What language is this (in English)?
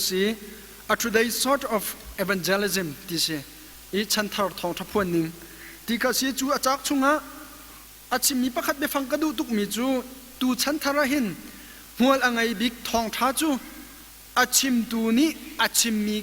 Hakha Chin